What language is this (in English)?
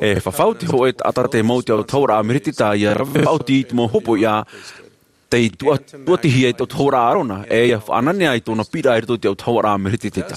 Tahitian